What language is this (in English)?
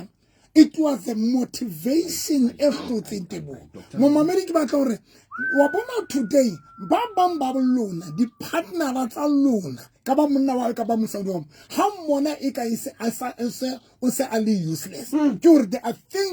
Southern Sotho